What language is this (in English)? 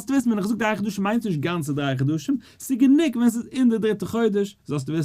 Yiddish